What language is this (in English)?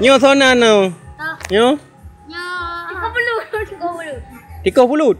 Achinese